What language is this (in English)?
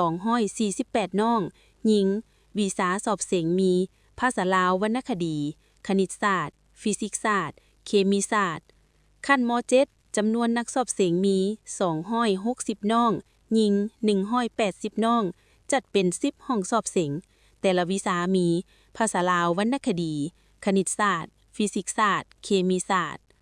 Lao